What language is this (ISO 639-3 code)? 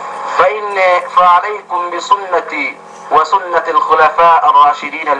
yka